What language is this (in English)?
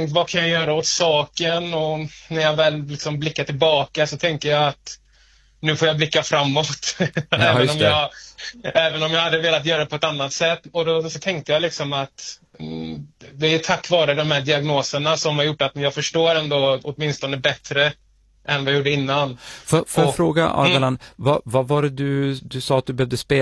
Swedish